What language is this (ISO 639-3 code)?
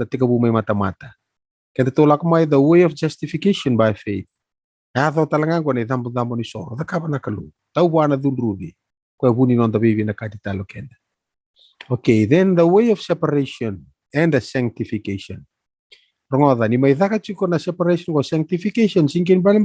fij